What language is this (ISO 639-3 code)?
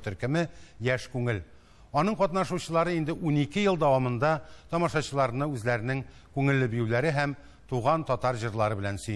tat